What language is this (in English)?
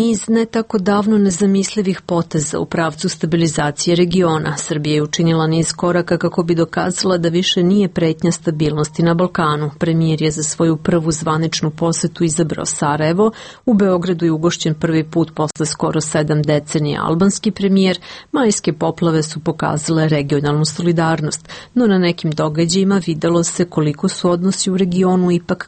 Serbian